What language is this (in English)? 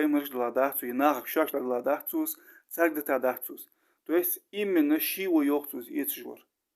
Ingush